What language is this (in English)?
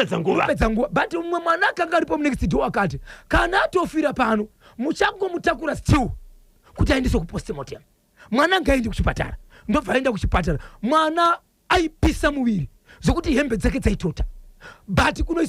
Shona